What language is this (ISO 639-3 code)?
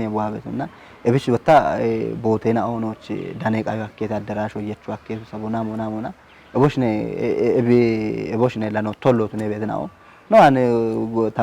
kbr